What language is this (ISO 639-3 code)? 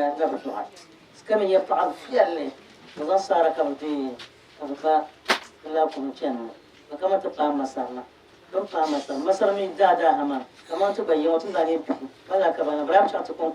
dag